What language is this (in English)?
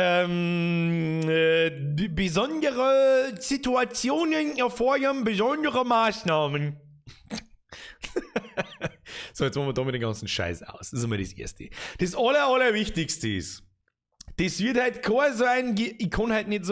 Bavarian